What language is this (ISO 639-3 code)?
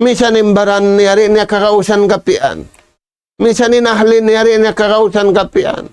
tsg